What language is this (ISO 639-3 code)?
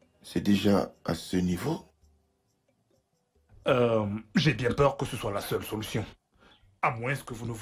fra